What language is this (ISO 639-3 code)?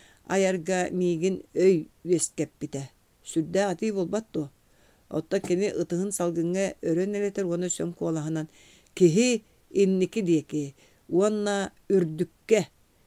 sah